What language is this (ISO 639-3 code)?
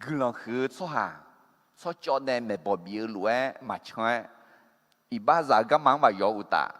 ahk